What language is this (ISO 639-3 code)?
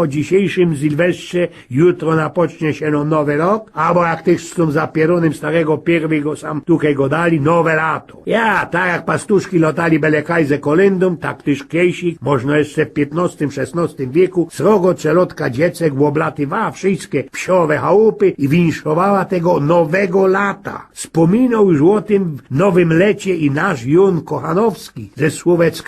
szl